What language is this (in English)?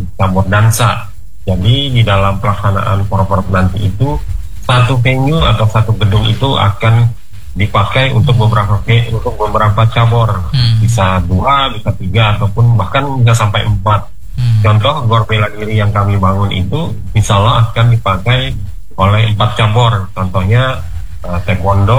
Indonesian